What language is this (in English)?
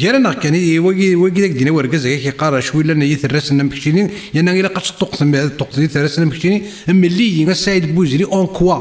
Kabyle